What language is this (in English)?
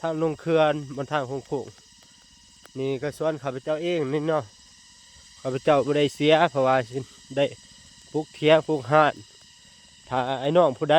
Lao